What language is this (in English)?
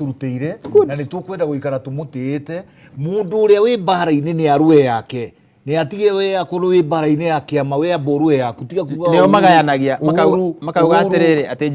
Kikuyu